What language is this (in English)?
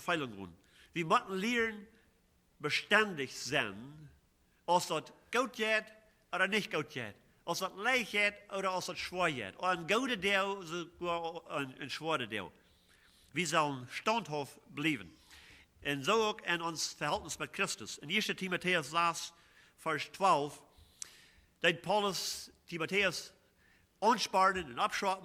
Plautdietsch